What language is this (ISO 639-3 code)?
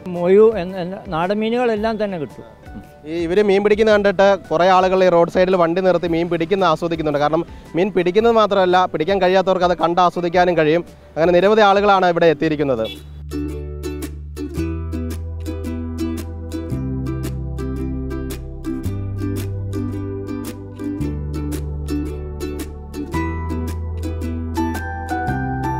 mal